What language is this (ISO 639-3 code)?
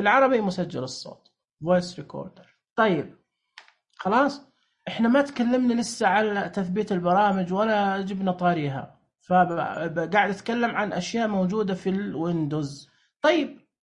ars